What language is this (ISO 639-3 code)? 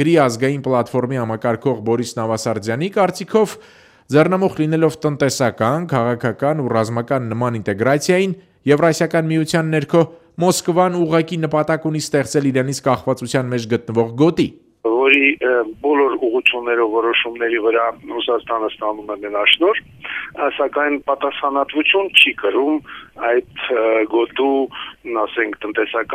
hye